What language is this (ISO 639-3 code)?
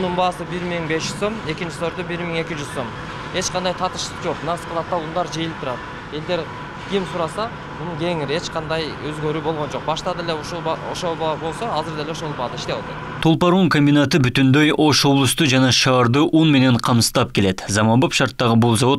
kir